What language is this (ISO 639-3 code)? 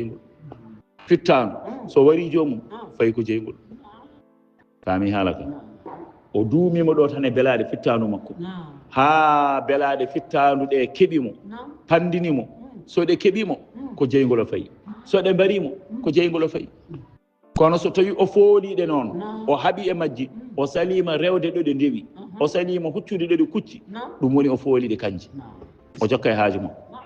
ful